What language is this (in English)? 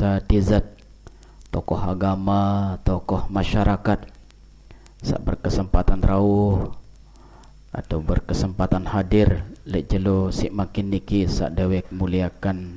Sasak